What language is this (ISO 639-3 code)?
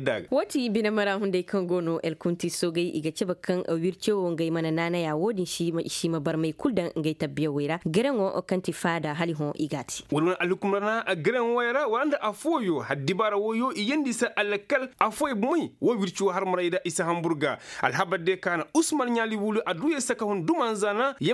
ses